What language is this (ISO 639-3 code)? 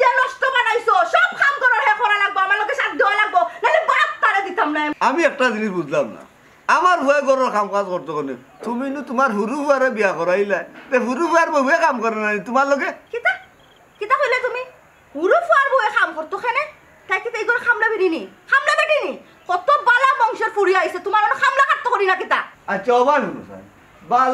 syl